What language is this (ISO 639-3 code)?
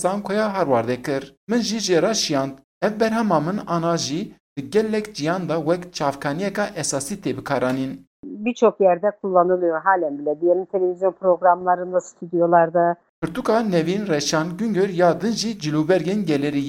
kur